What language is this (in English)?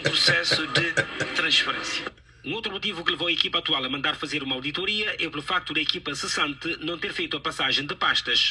Kabuverdianu